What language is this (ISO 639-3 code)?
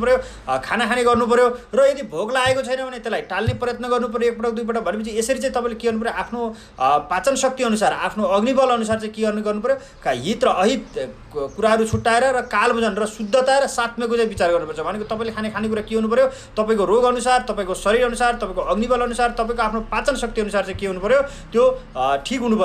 nep